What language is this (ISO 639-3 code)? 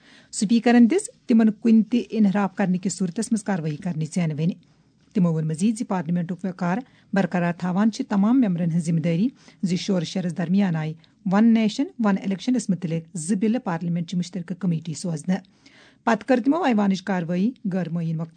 kas